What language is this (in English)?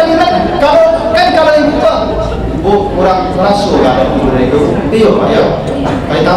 Minangkabau